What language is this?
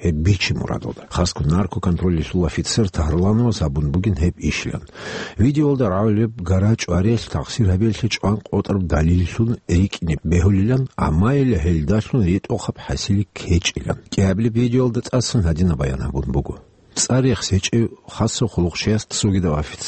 Avaric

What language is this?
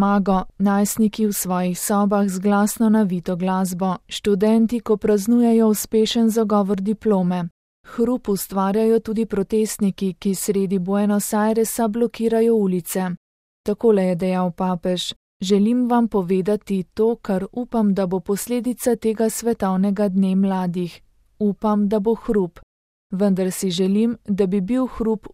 Slovenian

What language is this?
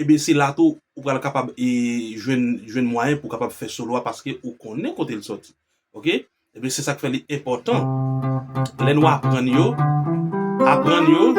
Haitian Creole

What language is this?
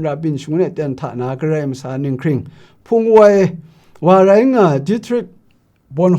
Kachin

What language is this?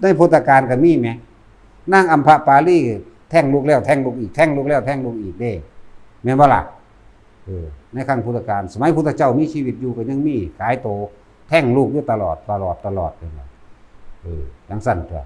Northeastern Thai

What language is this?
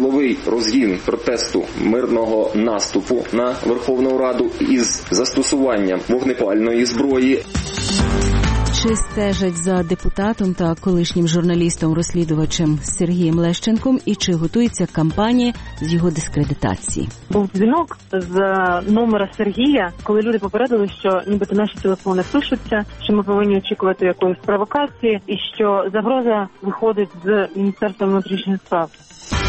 Ukrainian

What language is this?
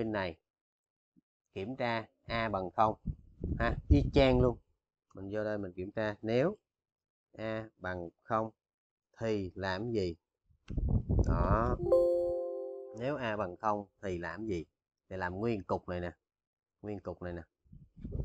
Vietnamese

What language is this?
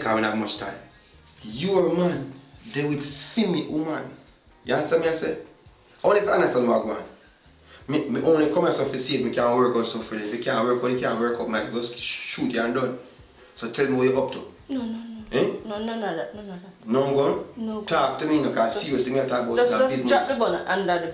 Jamaican Creole English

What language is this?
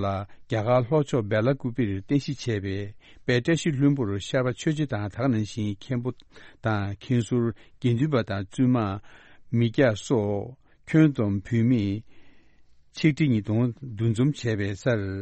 Tibetan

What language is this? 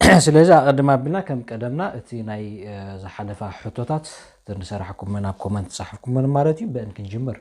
Tigrinya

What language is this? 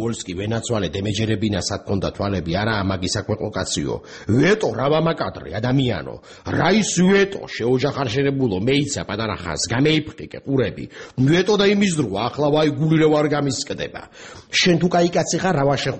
Georgian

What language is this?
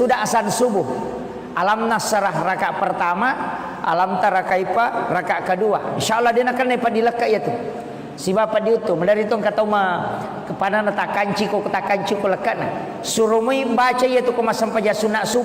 Buginese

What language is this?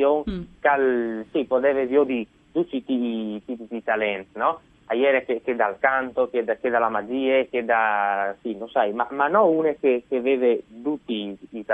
Friulian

